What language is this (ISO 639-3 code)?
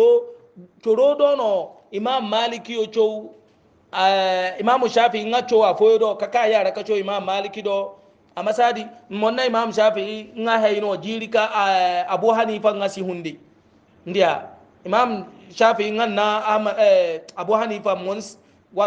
hau